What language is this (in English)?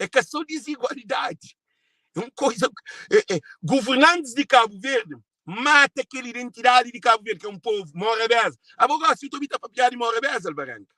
Kabuverdianu